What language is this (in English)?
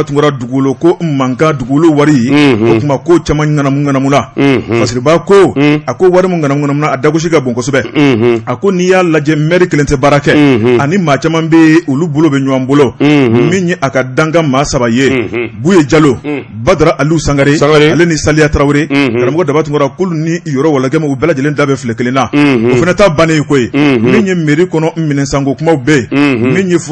Bambara